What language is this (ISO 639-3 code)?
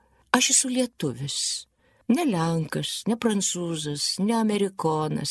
lit